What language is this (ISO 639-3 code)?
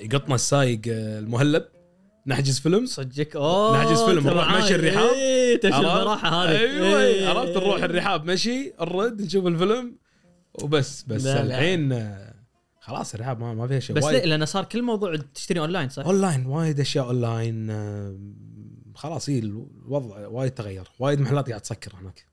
afb